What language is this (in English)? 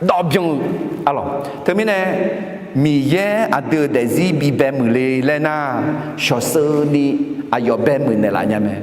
Akha